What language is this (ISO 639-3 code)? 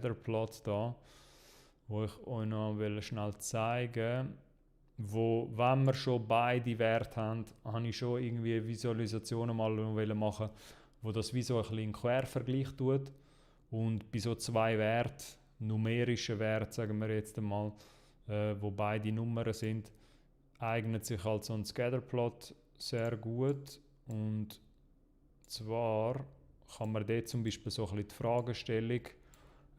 gsw